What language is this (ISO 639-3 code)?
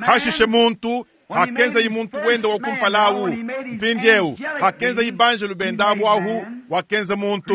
lua